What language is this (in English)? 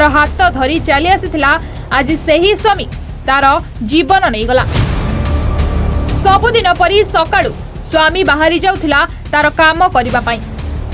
Odia